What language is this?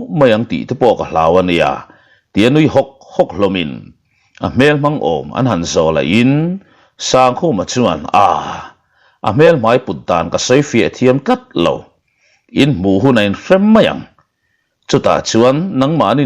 Mizo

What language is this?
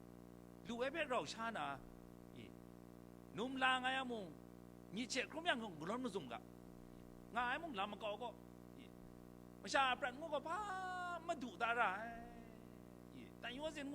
Kachin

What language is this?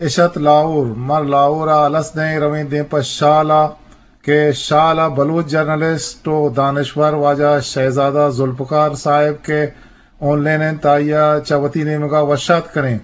Eastern Balochi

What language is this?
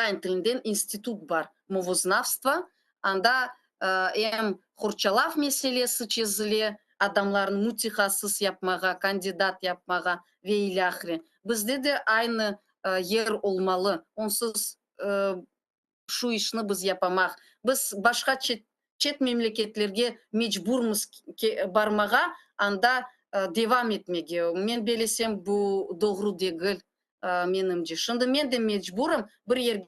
Crimean Tatar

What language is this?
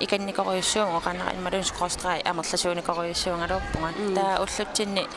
Kalaallisut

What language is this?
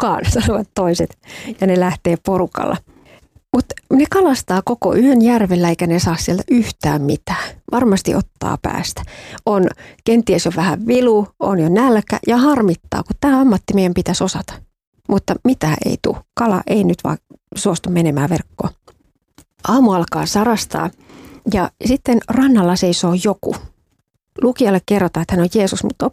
Finnish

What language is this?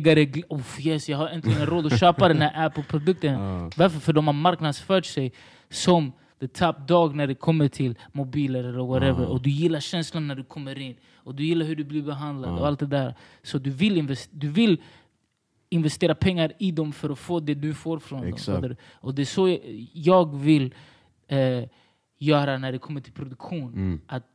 Swedish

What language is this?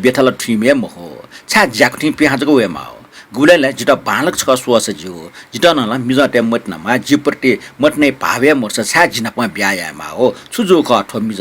Newari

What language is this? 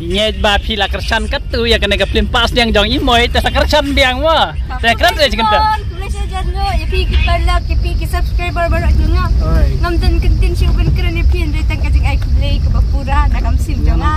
Khasi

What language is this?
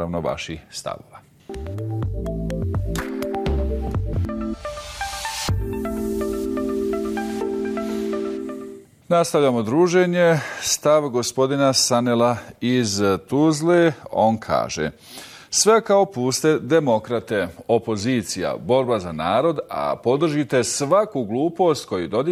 Bosnian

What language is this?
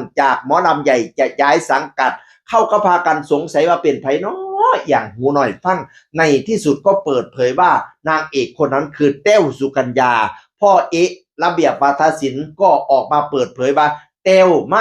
Northeastern Thai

